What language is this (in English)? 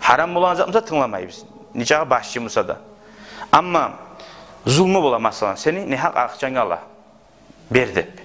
Kumyk